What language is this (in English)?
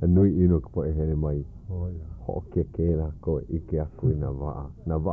Hawaiian